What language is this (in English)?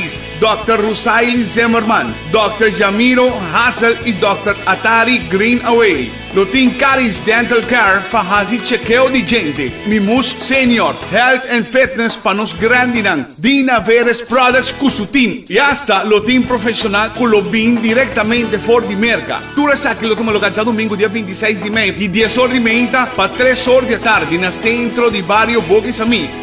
Papiamento